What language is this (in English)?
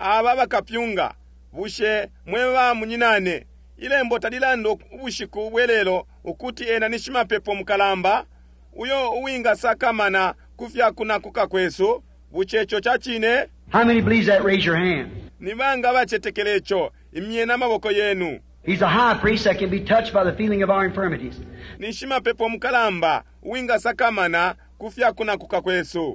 Bemba